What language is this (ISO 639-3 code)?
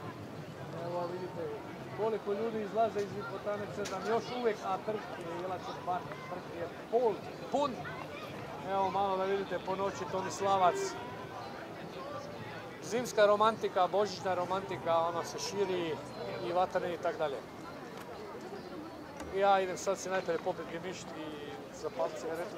hrv